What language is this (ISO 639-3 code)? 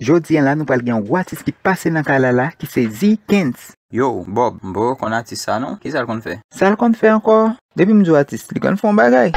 hat